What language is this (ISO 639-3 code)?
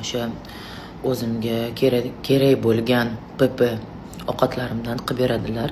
uzb